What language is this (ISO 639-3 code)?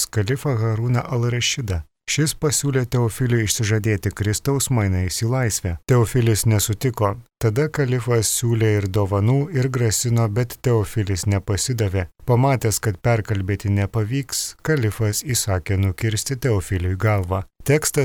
lit